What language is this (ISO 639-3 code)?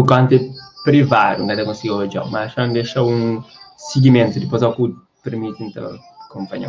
kea